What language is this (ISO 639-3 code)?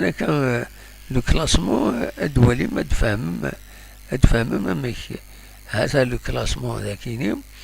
kab